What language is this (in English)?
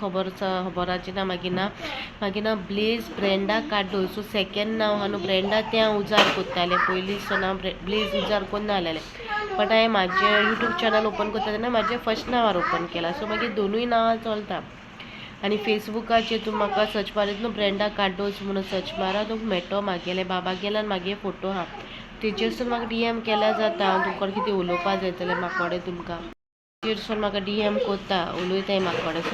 Konkani